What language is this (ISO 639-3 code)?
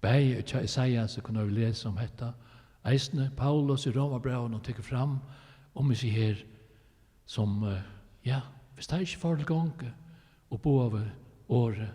fao